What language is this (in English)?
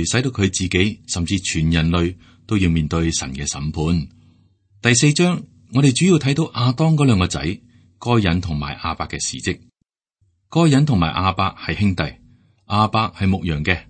Cantonese